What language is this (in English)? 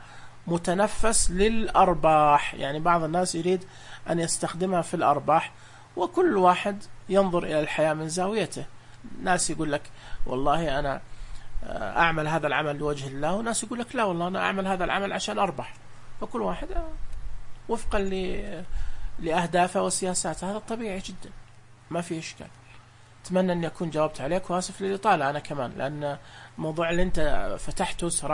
Najdi Arabic